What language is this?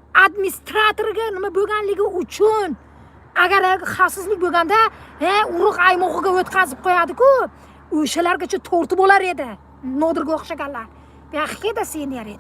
Uzbek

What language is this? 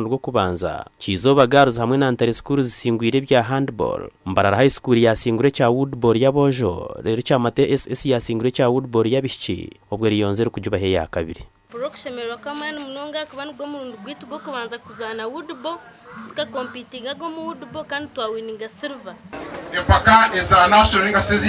Nyankole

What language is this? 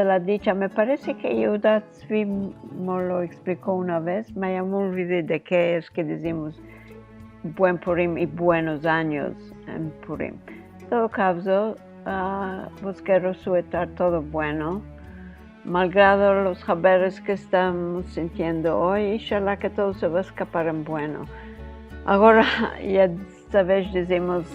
Ladino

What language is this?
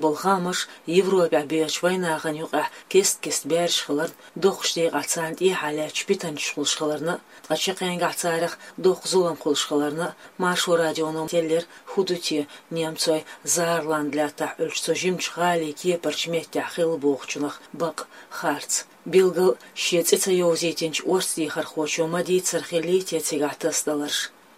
Chechen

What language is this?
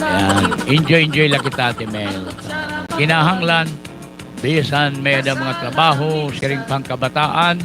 Waray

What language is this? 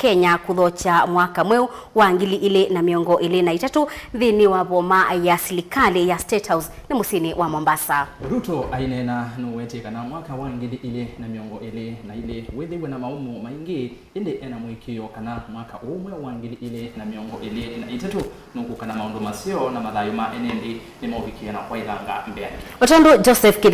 Kamba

